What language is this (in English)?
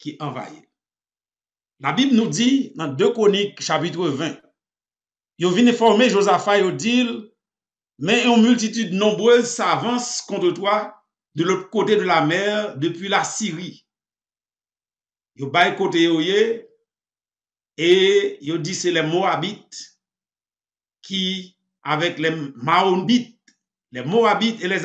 French